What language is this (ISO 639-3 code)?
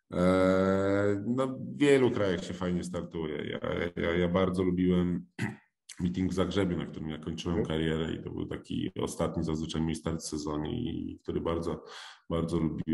pol